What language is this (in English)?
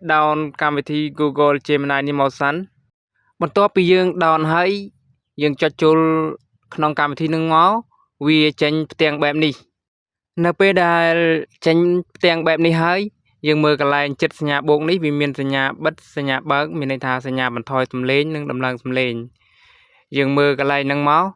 Khmer